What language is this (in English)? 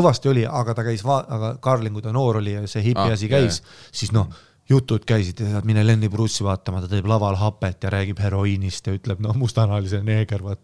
Estonian